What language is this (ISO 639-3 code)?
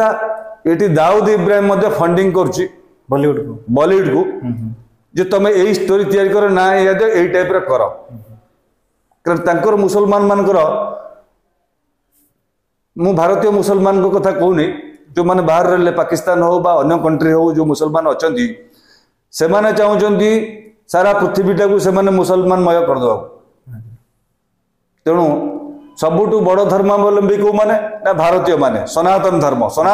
ori